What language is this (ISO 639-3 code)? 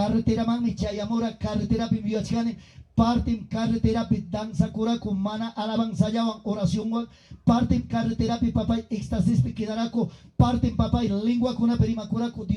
quy